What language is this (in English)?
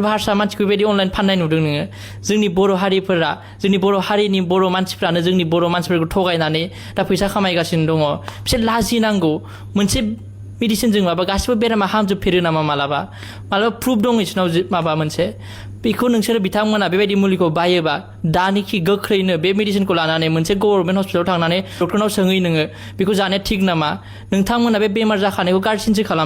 Bodo